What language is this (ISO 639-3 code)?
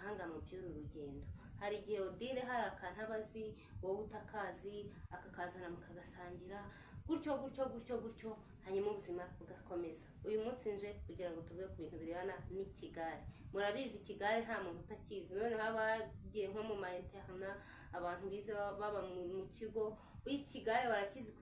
kin